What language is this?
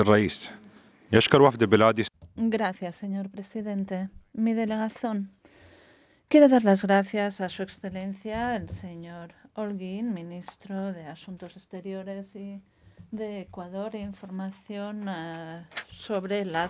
Spanish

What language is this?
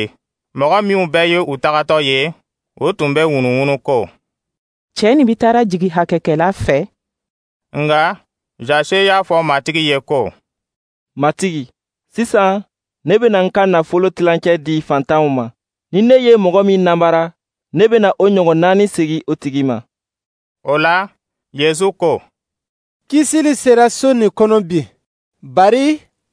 Dyula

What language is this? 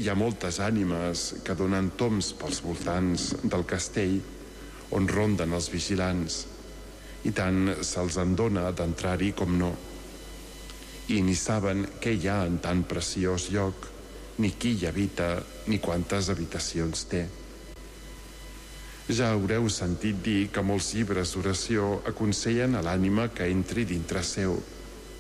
Catalan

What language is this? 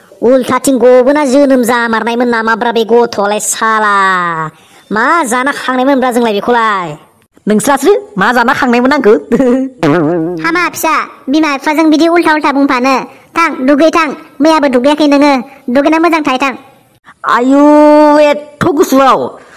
Bodo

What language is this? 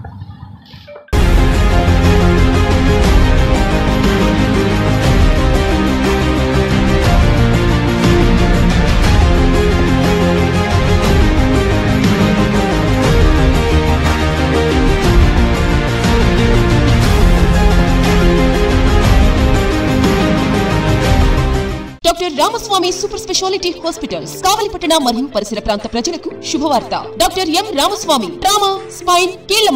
Telugu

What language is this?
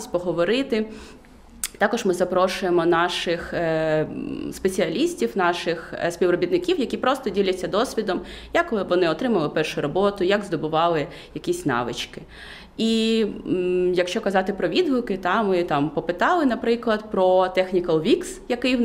Ukrainian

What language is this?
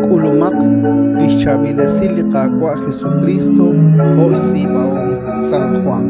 Kekchí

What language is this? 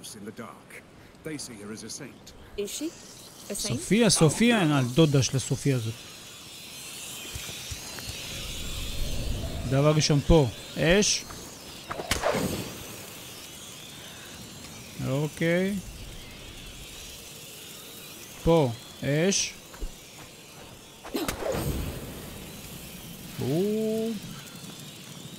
Hebrew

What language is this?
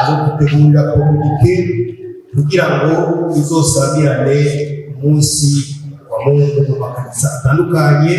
Rundi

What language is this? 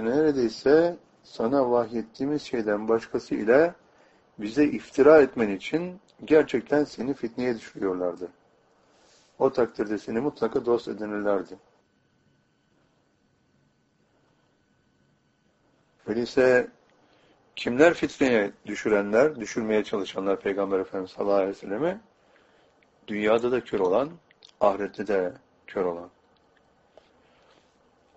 Turkish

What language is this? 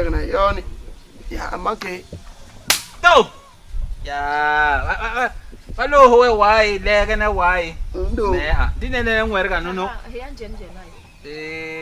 Basaa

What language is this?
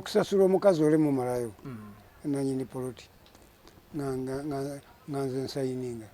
Ganda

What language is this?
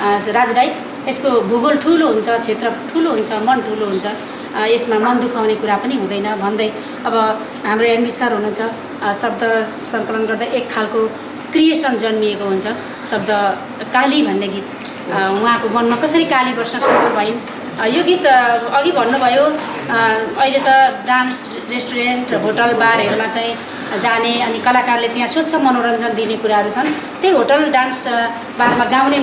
Nepali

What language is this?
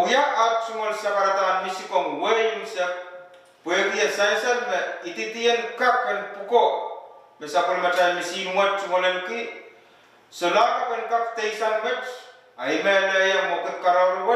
Pohnpeian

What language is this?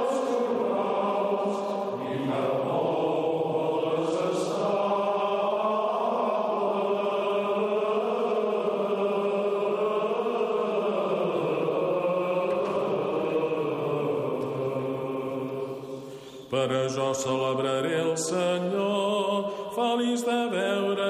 Catalan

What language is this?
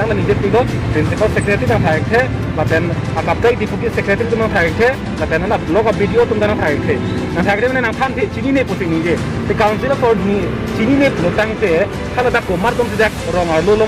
Karbi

